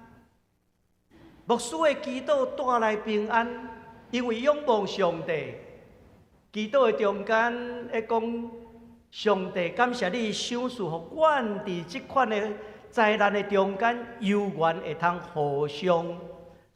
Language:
Min Nan Chinese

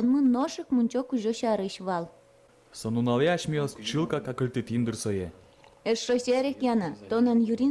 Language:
Udmurt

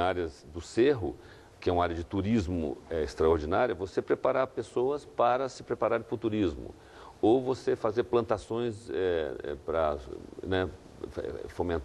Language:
Portuguese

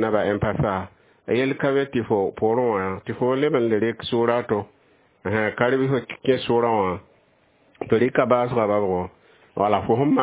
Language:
Mossi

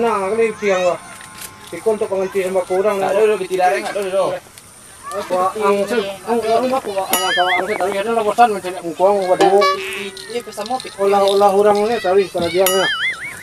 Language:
Minangkabau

